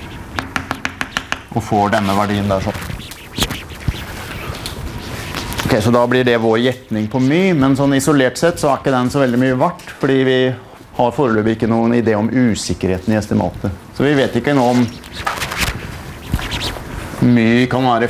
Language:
Norwegian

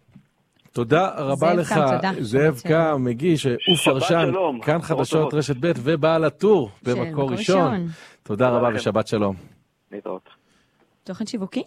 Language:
Hebrew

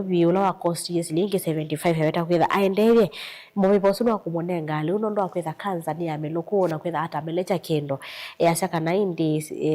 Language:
Kamba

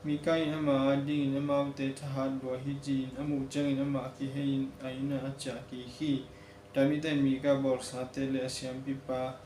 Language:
Tedim Chin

